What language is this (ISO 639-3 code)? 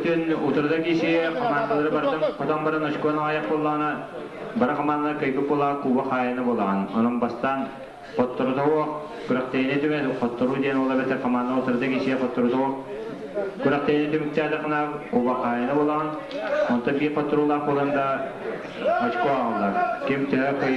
sah